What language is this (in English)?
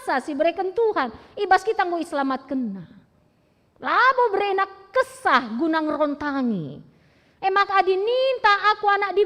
Batak Karo